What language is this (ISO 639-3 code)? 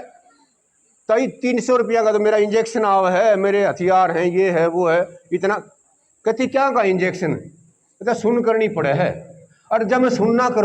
bgc